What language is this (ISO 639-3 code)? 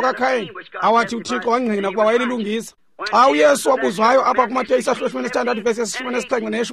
xho